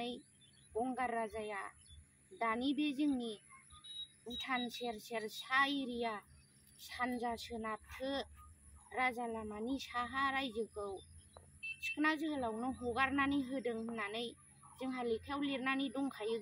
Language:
Bodo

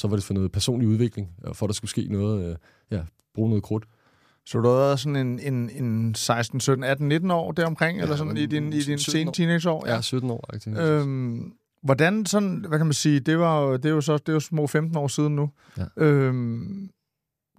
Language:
Danish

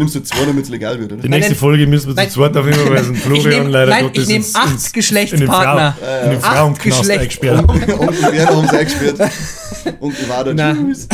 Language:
Bavarian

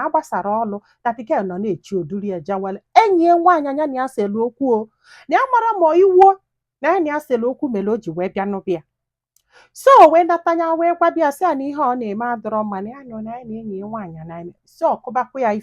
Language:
Igbo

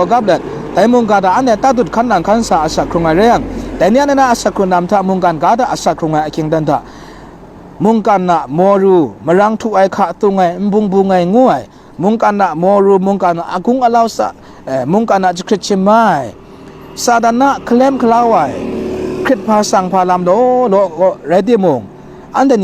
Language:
Kachin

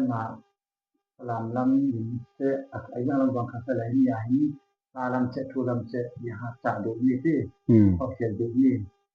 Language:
Falam Chin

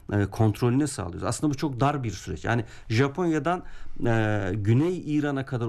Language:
Turkish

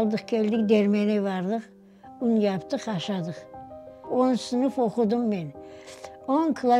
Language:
Crimean Tatar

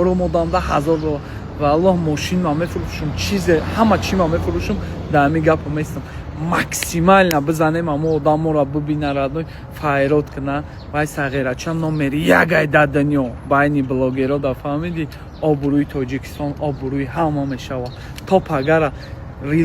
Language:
Tajik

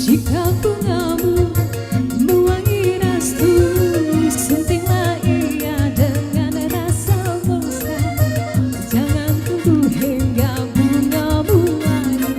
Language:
Musi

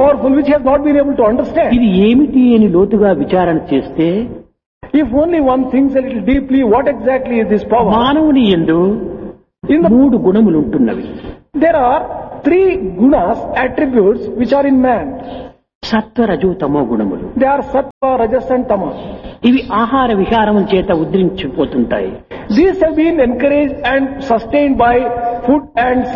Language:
Telugu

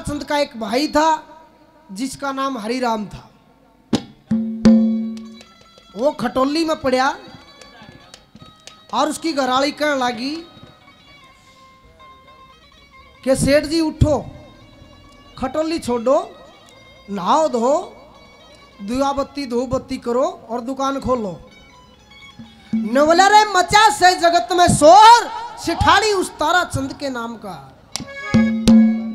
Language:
Haryanvi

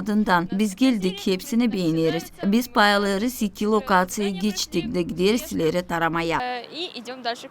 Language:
Gagauz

